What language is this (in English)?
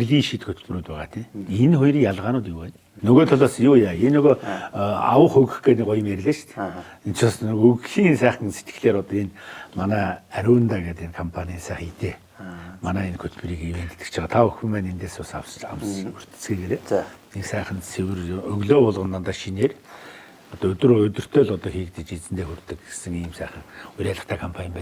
Mongolian